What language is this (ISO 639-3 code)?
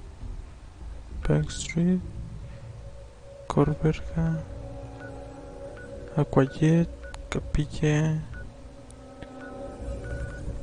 spa